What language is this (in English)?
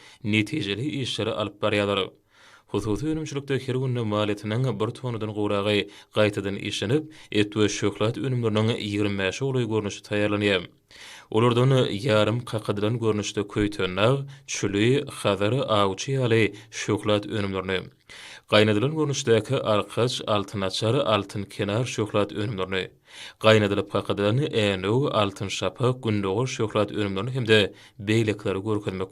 Turkmen